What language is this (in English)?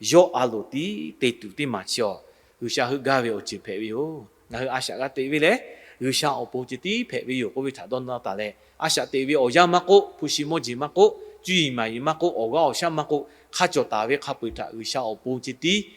Lahu